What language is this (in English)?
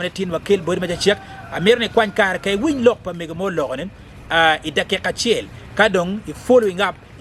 Acoli